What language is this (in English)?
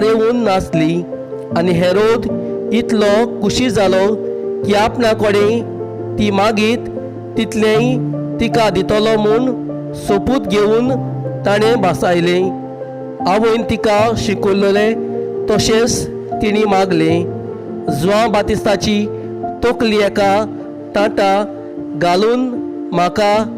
Konkani